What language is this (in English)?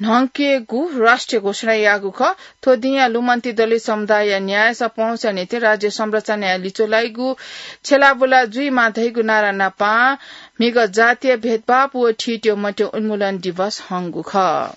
Newari